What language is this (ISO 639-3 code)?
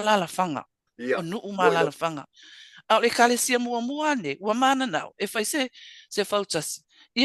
smo